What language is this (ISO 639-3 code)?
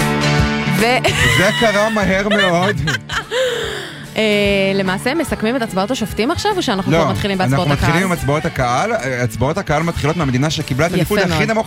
heb